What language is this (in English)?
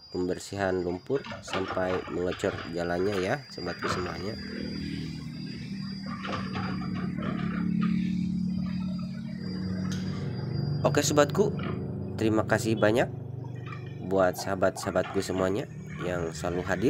Indonesian